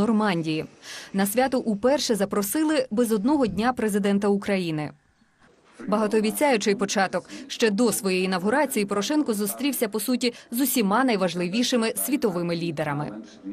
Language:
Ukrainian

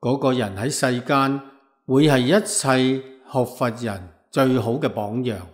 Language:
Cantonese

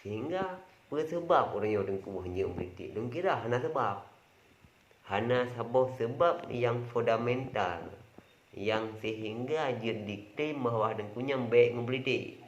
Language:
Achinese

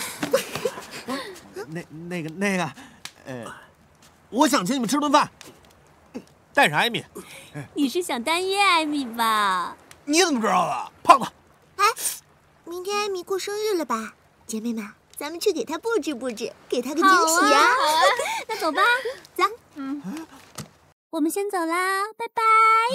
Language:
Chinese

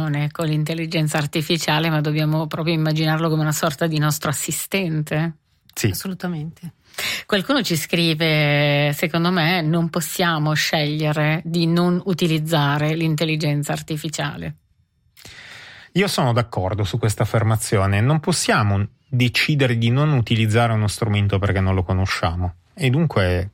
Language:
Italian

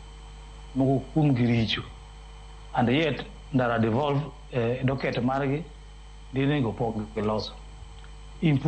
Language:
Luo (Kenya and Tanzania)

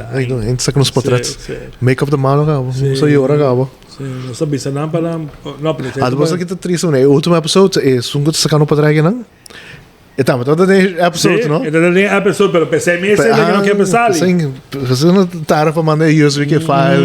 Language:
Papiamento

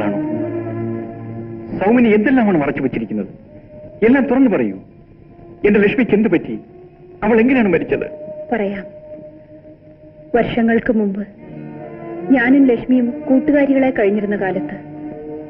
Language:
Malayalam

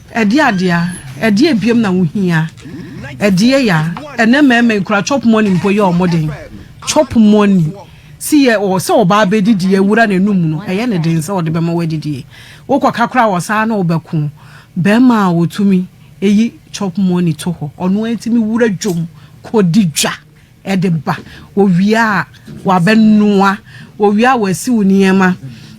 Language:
Akan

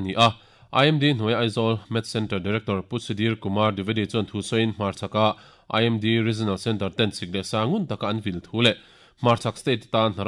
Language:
Mizo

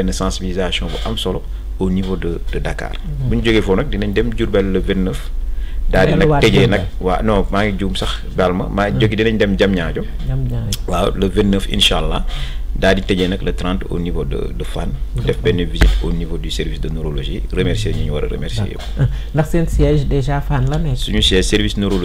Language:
Wolof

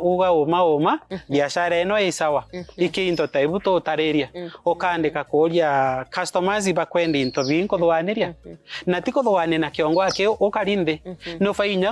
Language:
Meru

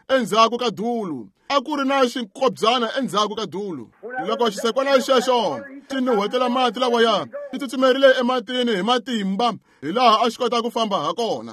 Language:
Tsonga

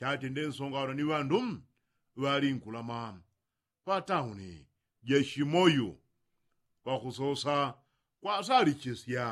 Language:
Yao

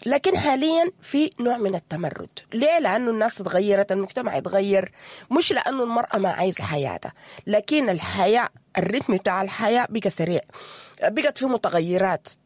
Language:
Sudanese Arabic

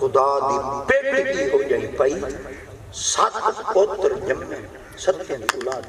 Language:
Saraiki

